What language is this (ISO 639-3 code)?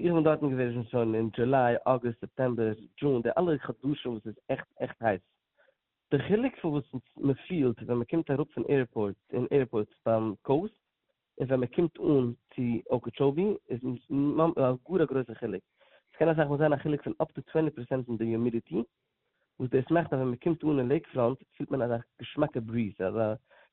yid